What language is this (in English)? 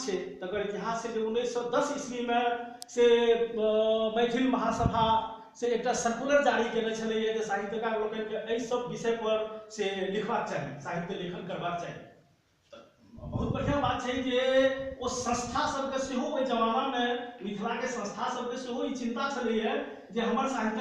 Maithili